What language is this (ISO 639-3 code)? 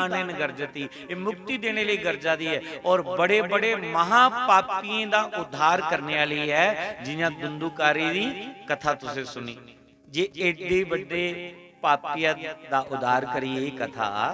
doi